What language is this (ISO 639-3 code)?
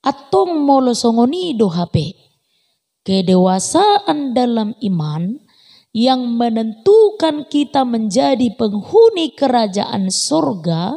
bbc